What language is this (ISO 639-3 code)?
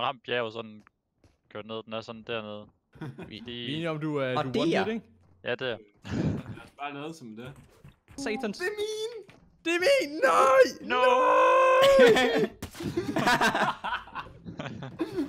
dan